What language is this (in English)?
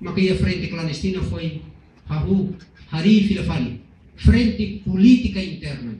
Tetum